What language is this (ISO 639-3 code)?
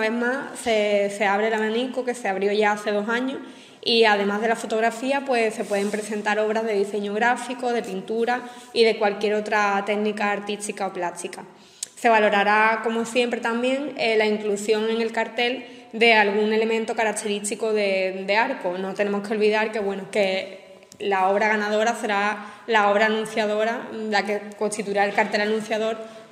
spa